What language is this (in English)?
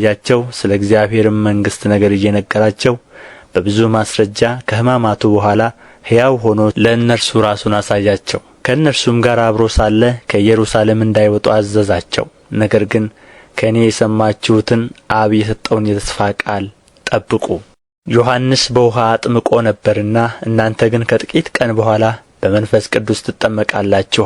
Amharic